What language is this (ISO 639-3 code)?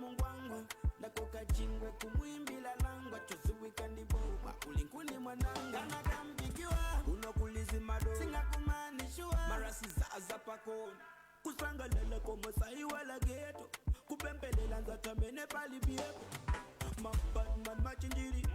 nya